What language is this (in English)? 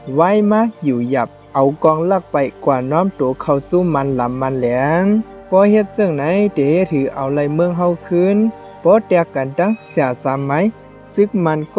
Shan